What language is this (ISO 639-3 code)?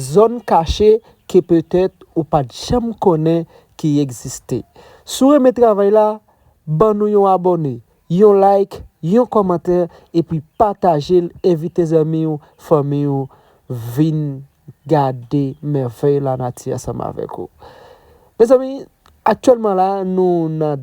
hat